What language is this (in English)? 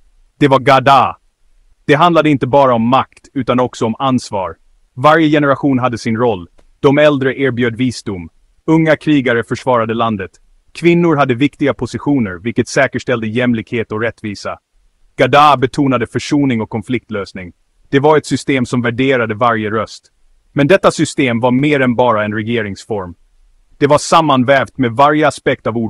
Swedish